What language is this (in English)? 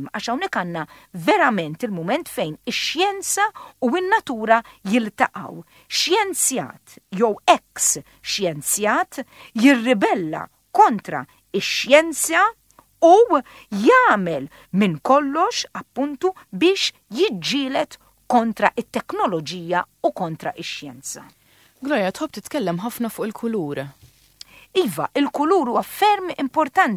Maltese